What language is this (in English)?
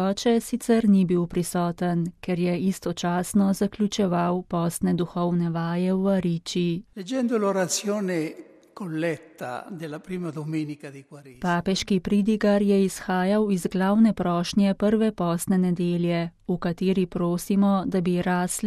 Slovenian